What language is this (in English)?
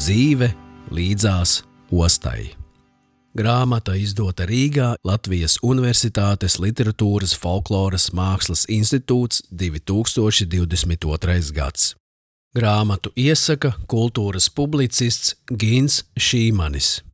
Latvian